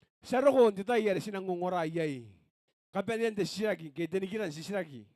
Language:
Gilbertese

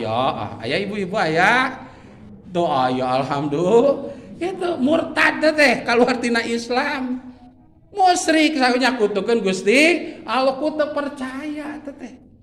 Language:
Sundanese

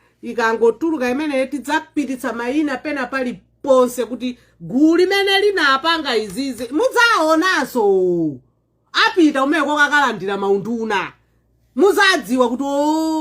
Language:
Nyanja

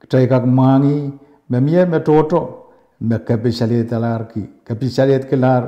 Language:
Pohnpeian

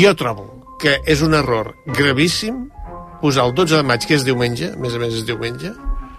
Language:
Catalan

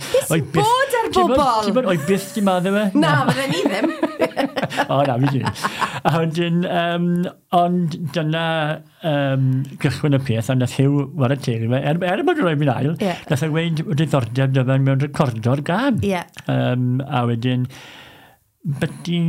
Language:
Welsh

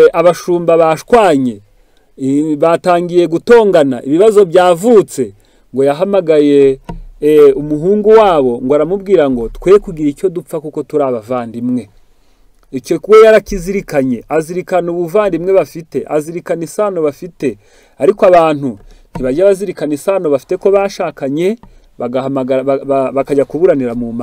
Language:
Kinyarwanda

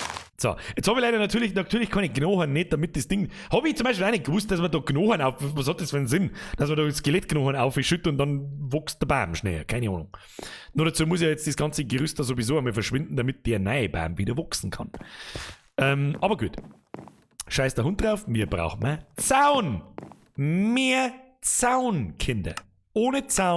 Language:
Bavarian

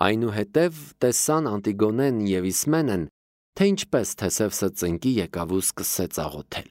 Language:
Armenian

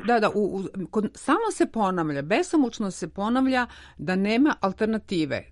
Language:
Serbian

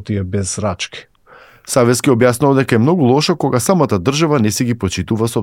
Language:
Macedonian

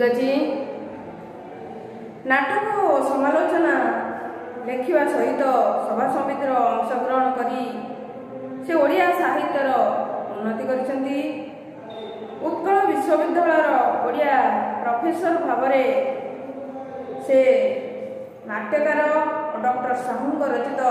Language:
Odia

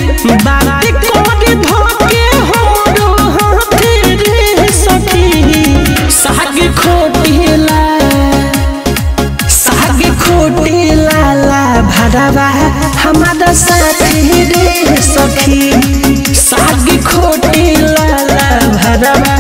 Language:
Bhojpuri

